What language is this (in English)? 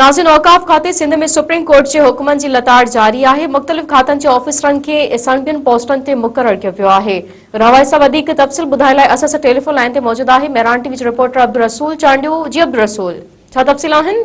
Sindhi